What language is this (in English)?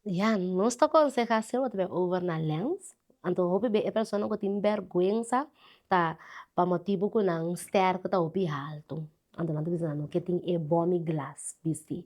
Papiamento